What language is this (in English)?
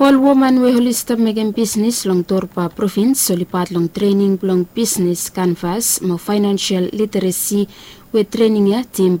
Bislama